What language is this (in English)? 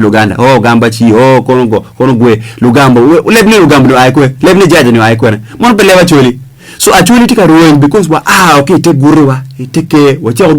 Acoli